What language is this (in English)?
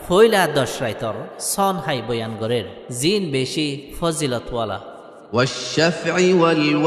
Rohingya